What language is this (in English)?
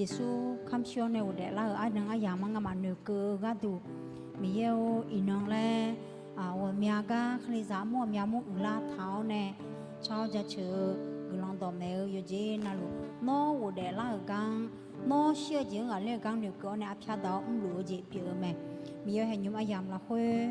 Akha